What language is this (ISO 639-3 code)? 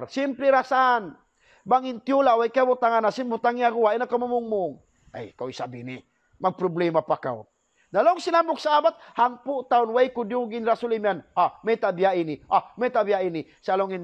tsg